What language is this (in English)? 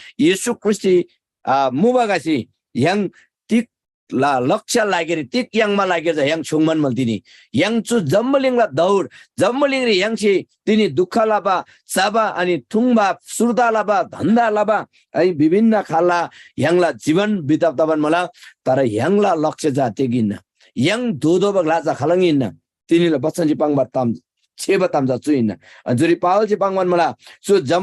Eastern Tamang